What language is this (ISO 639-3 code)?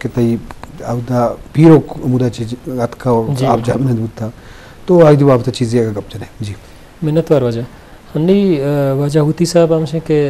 bgp